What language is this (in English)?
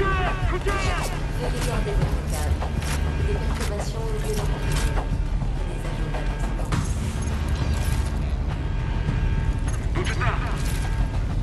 French